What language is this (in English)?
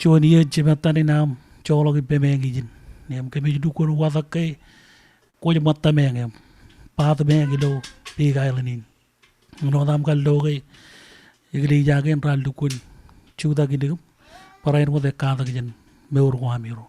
Marshallese